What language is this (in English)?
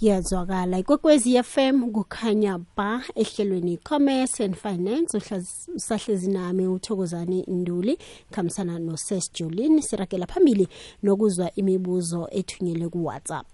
South Ndebele